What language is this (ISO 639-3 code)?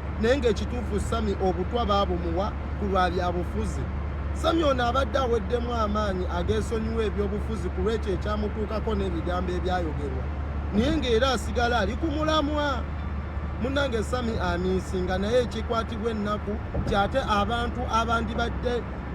lug